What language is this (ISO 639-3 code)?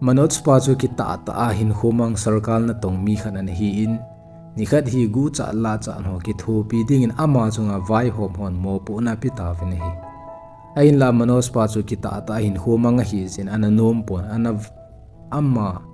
tcz